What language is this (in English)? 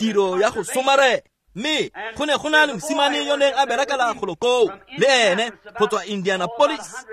Tswana